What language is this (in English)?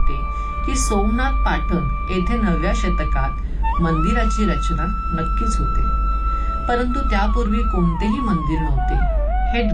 Marathi